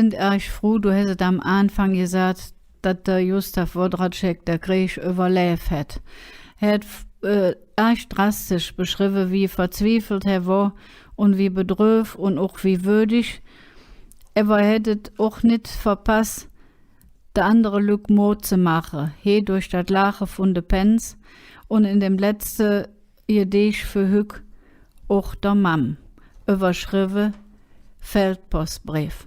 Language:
Colognian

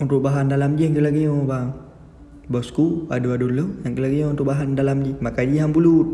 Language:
Achinese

